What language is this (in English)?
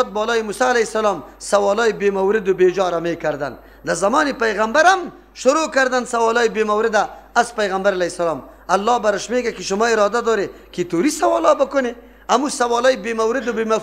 Persian